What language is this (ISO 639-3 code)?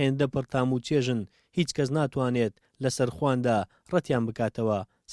ckb